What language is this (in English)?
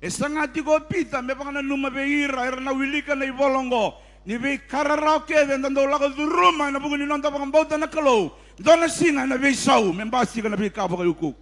Fijian